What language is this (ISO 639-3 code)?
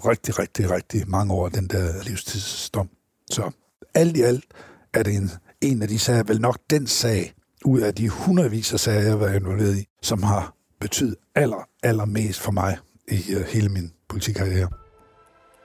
dan